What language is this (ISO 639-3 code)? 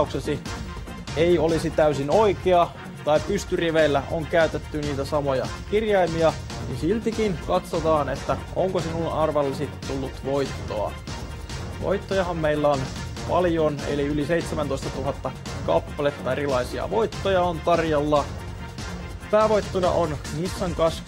fin